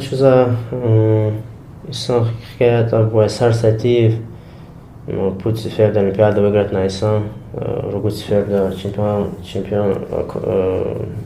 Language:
Lezghian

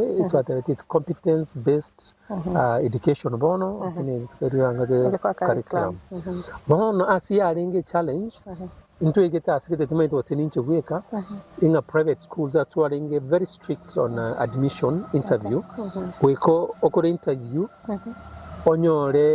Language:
Gusii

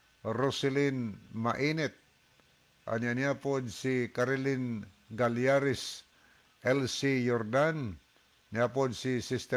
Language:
Cebuano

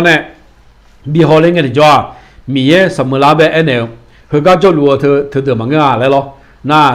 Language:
Akha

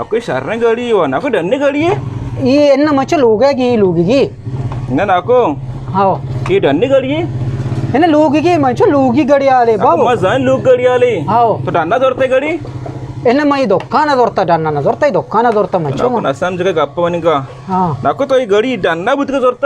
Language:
Eastern Balochi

